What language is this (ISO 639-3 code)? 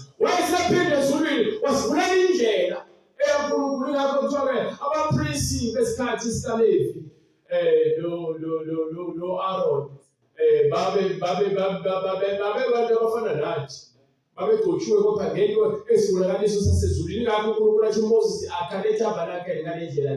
zul